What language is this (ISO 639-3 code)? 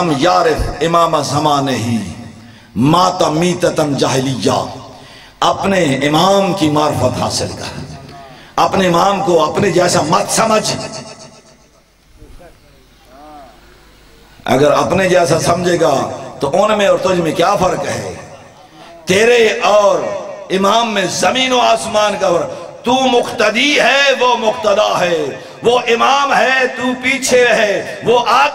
urd